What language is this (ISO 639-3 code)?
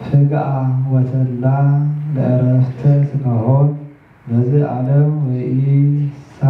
gez